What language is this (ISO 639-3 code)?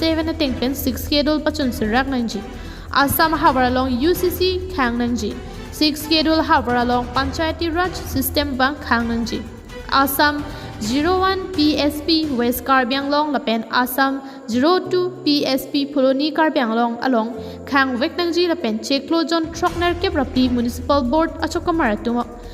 mjw